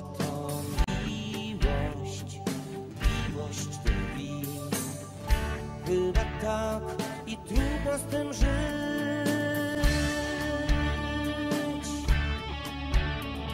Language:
Polish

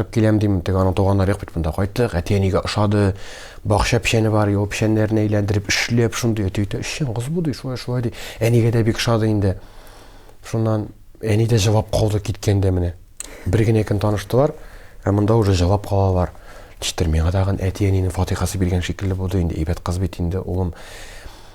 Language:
Tatar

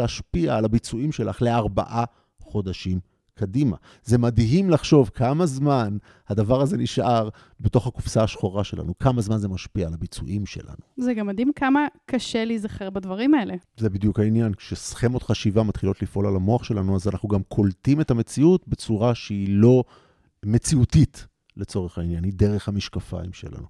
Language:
Hebrew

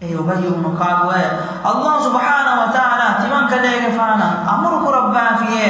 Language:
Divehi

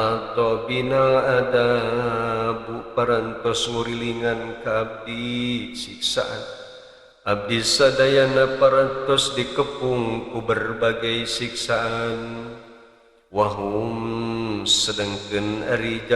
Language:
Sundanese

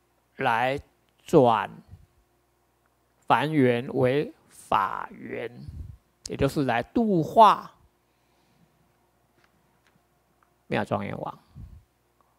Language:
Chinese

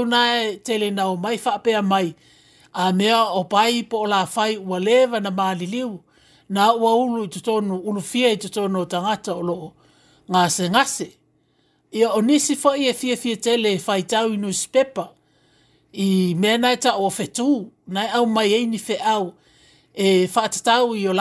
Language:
Samoan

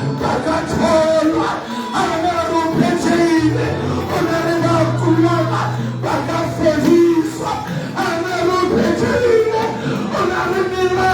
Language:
Southern Sotho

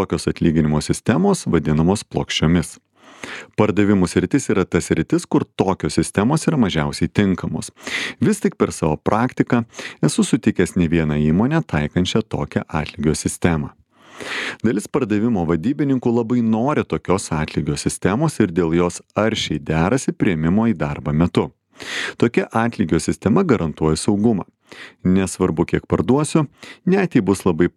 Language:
Lithuanian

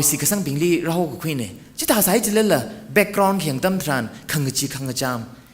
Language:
Tangkhul Naga (India)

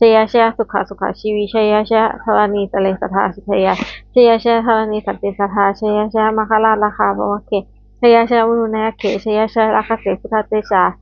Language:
Pali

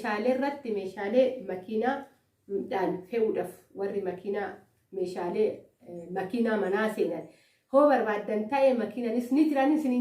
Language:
Oromo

